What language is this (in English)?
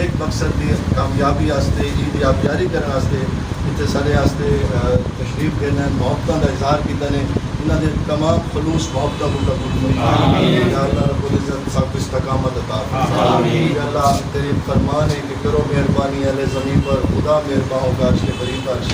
Western Panjabi